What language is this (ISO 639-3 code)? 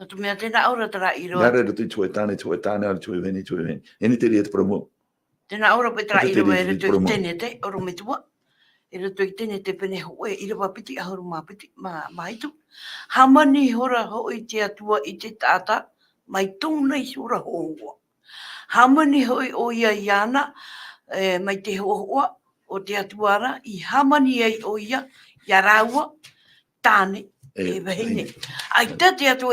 tah